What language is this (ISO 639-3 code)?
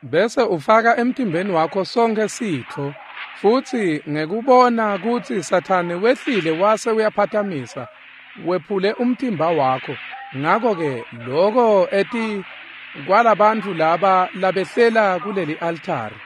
ssw